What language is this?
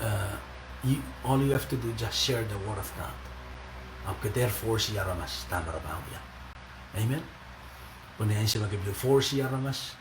Pohnpeian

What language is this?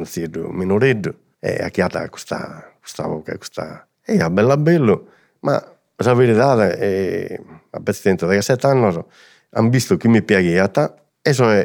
Sardinian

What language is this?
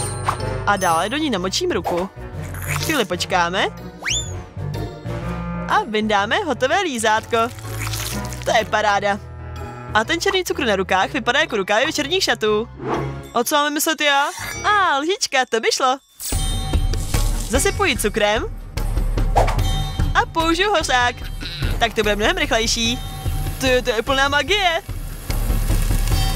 Czech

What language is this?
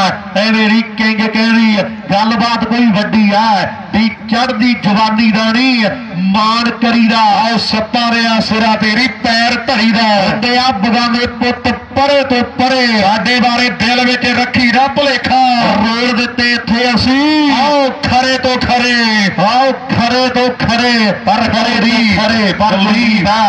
Punjabi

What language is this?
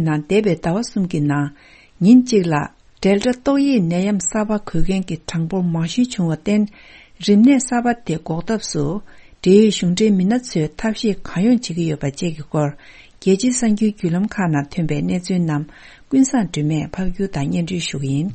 Tibetan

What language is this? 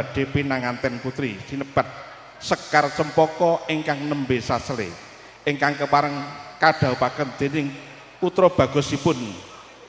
Javanese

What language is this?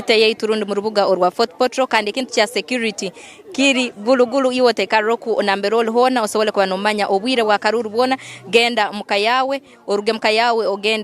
Nyankole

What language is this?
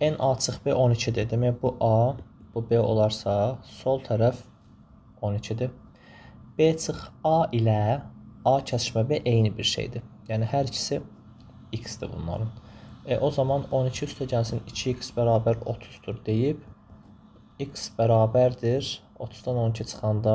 Azerbaijani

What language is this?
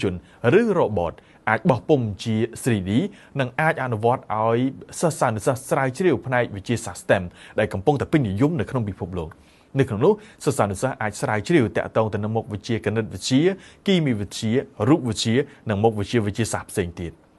Khmer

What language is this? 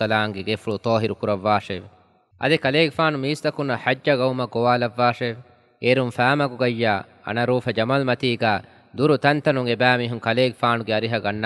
Divehi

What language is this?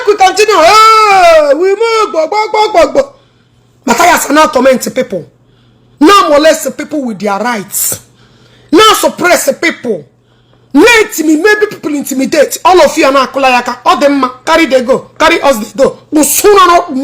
Igbo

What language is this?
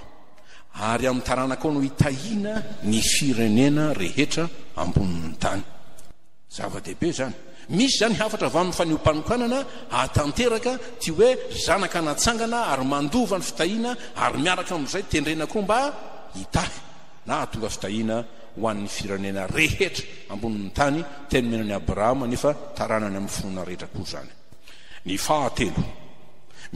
Malagasy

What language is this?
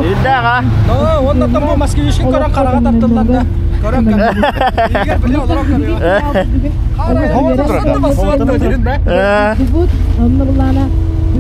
Yakut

